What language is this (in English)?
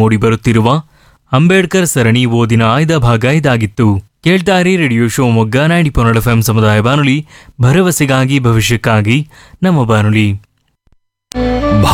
Kannada